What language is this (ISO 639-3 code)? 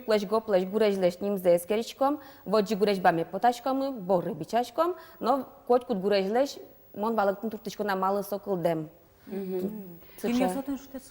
udm